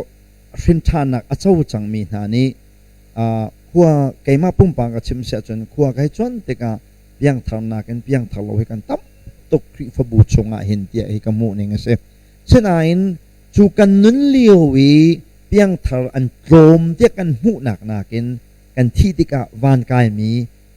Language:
Hakha Chin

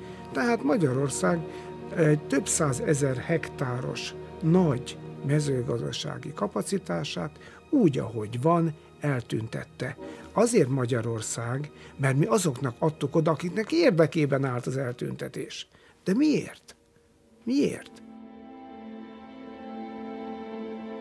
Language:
Hungarian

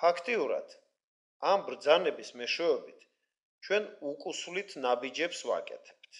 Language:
Georgian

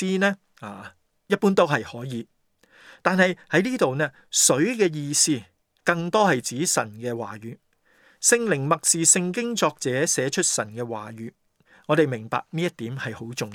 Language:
Cantonese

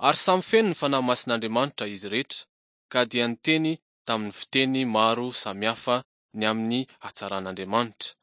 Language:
Malagasy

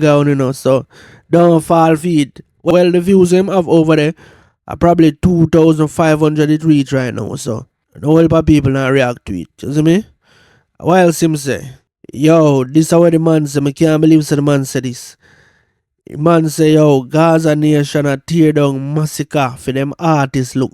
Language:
Jamaican Creole English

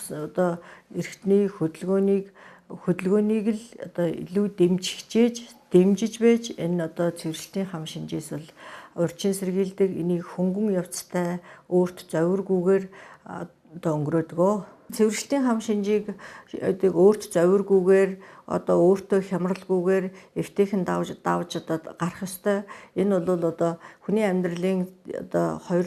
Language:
Mongolian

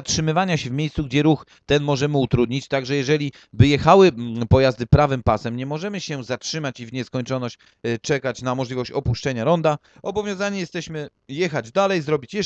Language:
Polish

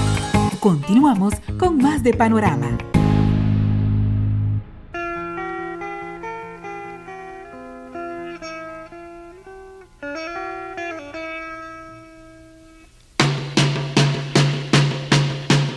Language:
Spanish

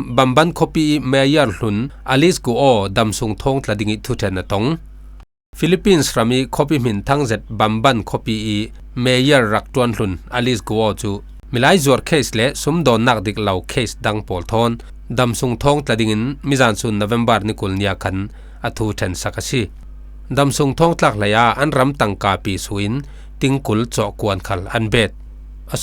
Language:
Falam Chin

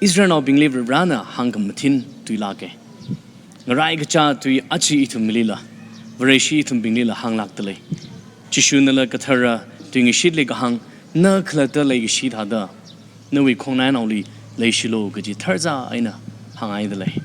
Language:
Tangkhul Naga (India)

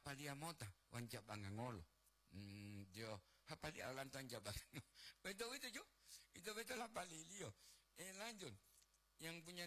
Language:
Gorontalo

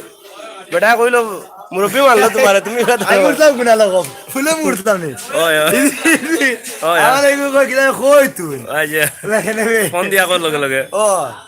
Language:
Sylheti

